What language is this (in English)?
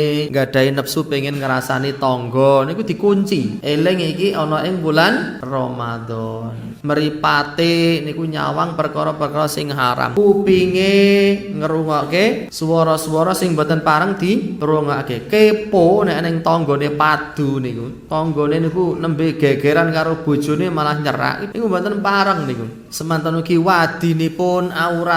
Javanese